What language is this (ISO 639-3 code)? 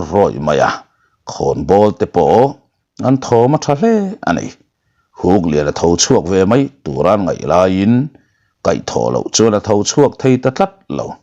lus